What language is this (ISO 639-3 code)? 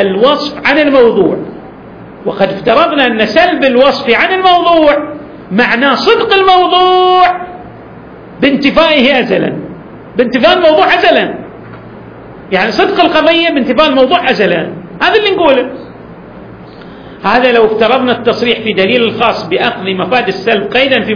ara